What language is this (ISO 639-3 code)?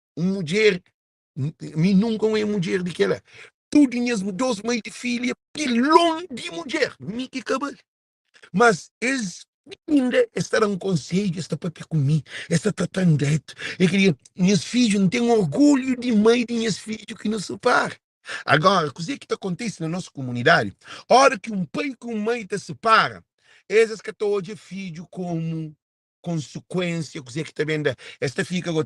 kea